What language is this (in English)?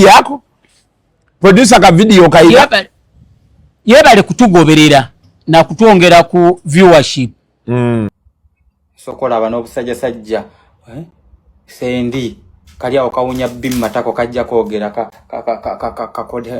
Ganda